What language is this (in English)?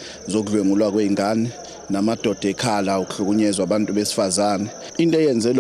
Zulu